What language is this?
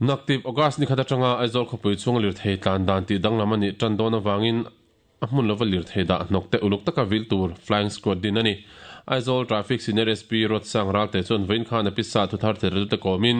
Mizo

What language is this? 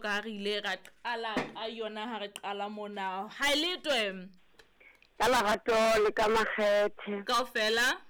Southern Sotho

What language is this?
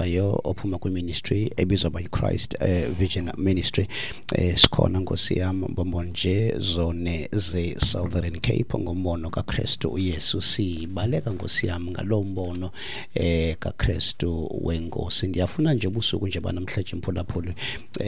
Xhosa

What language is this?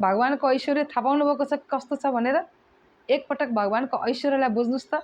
Nepali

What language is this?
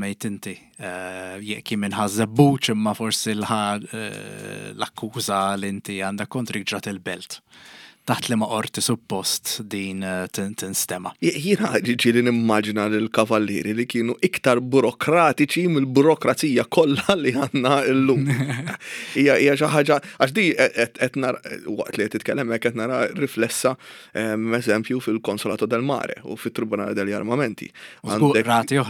Maltese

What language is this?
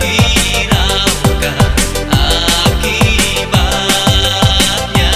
Makassar Malay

